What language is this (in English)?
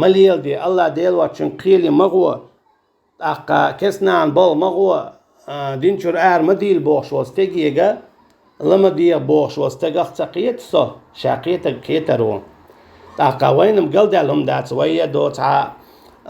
Chechen